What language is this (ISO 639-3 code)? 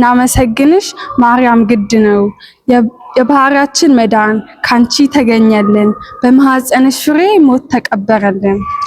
amh